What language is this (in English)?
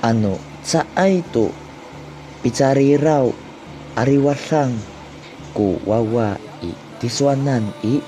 Amis